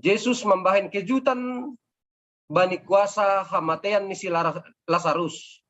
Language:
Batak Simalungun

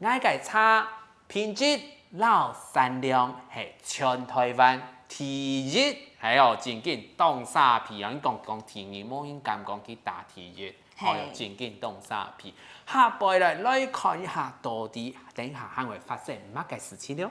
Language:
Hakka Chinese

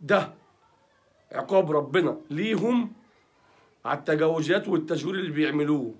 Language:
Egyptian Arabic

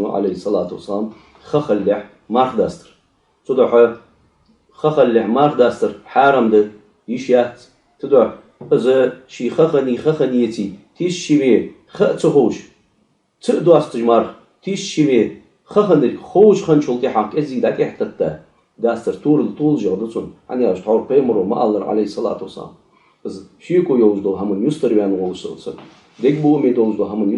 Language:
Ingush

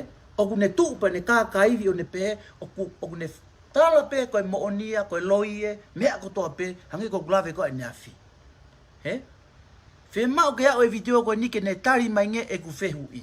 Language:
Tongan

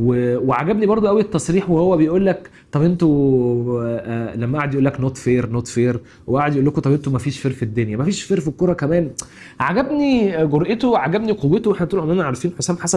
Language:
Egyptian Arabic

